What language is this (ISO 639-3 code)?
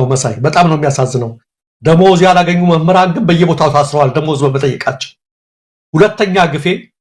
amh